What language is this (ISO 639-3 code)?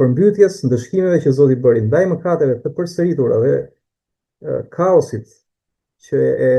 sqi